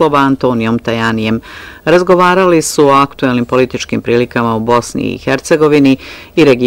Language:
Bosnian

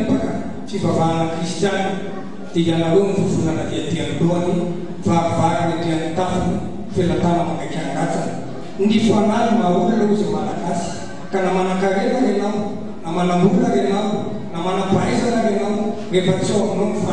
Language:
Malagasy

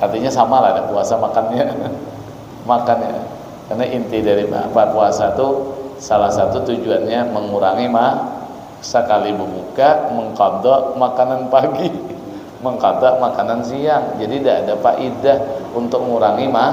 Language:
Banjar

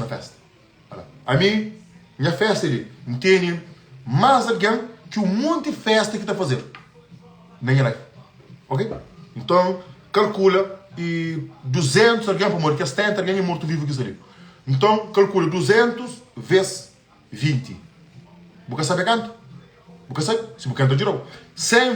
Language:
Kabuverdianu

